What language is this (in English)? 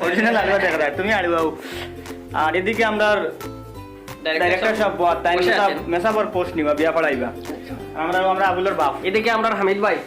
Sylheti